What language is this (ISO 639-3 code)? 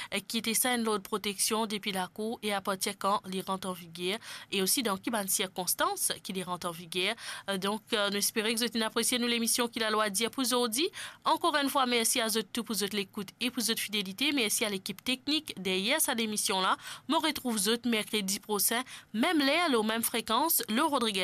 mfe